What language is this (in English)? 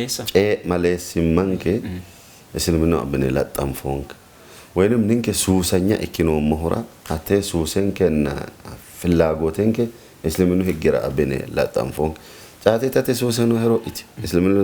Sidamo